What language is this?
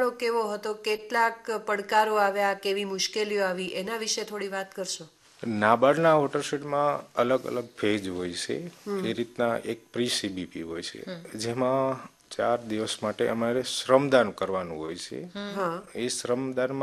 Gujarati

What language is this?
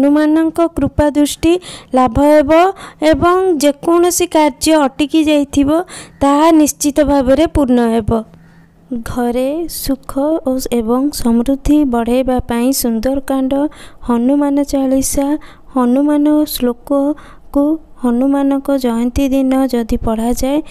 Odia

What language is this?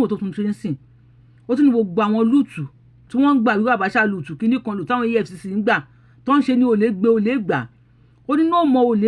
Yoruba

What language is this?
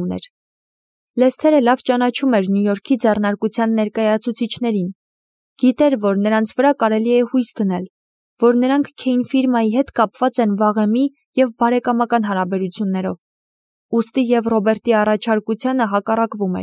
Armenian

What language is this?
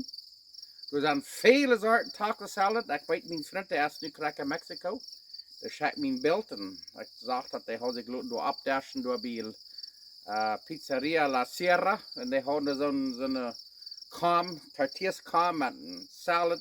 Plautdietsch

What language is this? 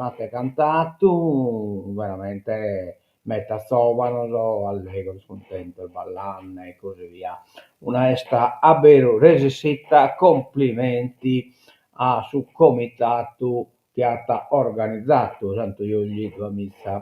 Sardinian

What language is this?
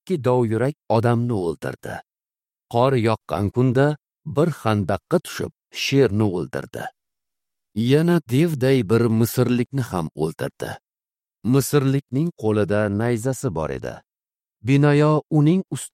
Uzbek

